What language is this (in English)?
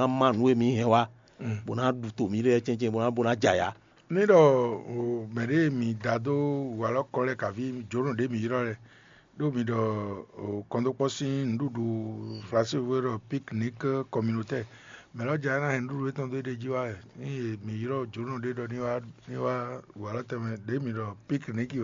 Fon